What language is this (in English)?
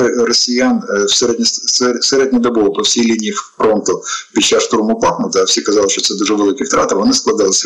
Ukrainian